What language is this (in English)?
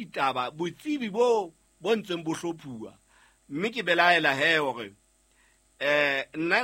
Southern Sotho